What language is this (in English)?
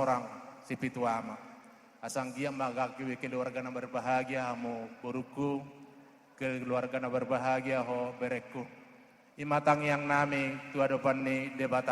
Batak Toba